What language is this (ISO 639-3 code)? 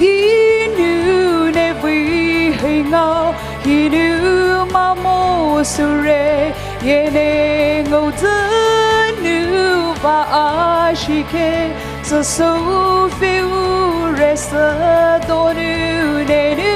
pmx